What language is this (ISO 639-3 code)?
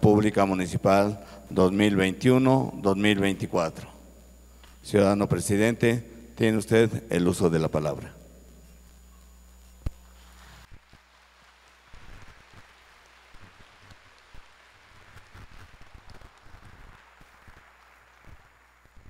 spa